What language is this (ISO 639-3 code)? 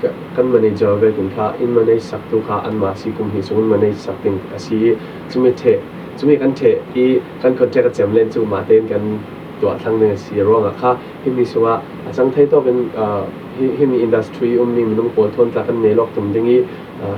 cfm